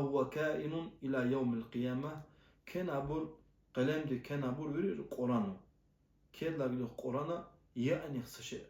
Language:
Lezghian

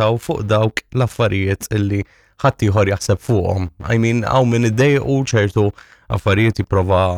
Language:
Maltese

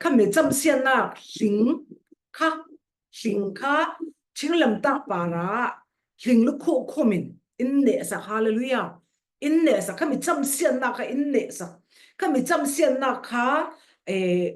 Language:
Falam Chin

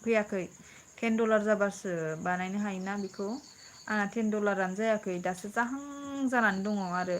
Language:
Bodo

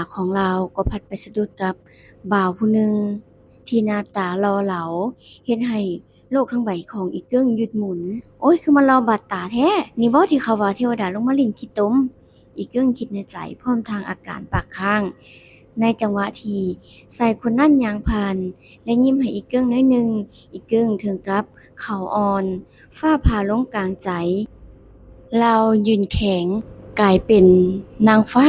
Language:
Lao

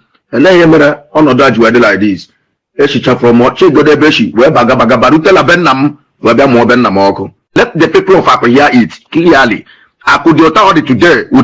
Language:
Igbo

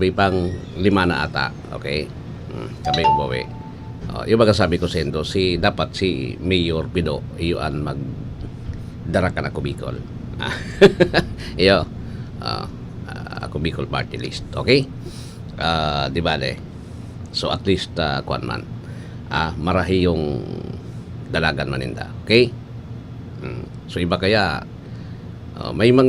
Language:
Bikol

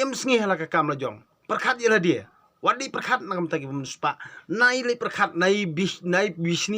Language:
Khasi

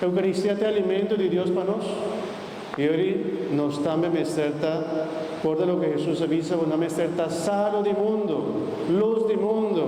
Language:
Papiamento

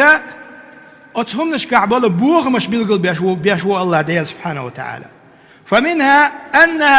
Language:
Chechen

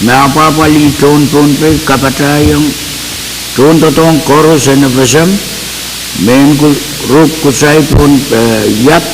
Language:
Pohnpeian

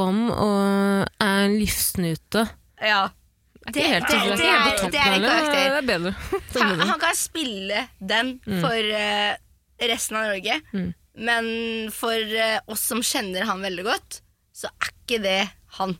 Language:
Norwegian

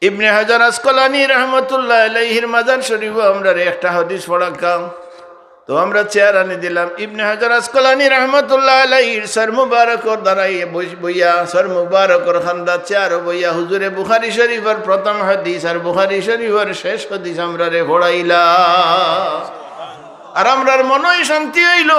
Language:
Sylheti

